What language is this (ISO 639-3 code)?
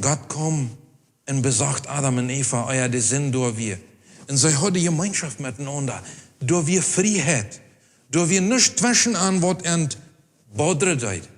pdt